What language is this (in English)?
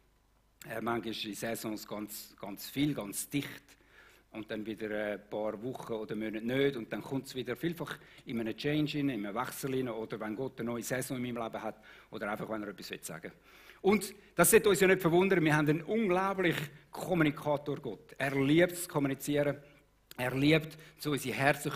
Swiss German